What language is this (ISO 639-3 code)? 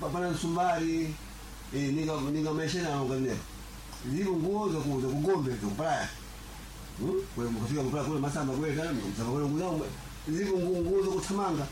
seh